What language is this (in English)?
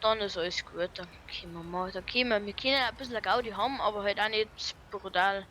Bavarian